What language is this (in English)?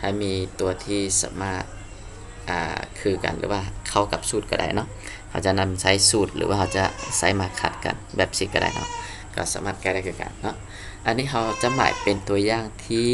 Lao